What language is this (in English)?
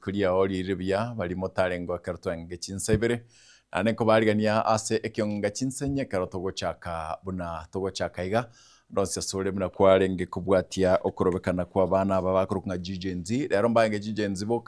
Gusii